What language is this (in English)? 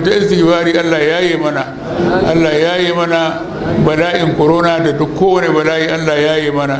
Hausa